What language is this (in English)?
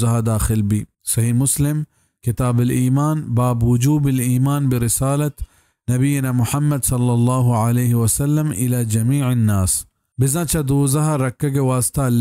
Baluchi